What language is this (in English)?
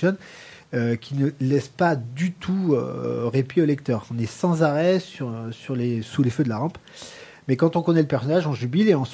French